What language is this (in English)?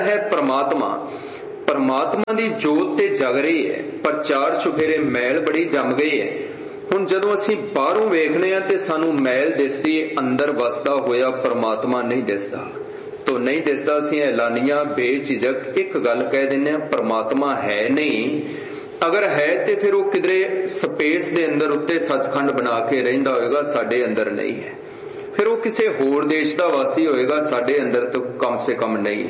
Punjabi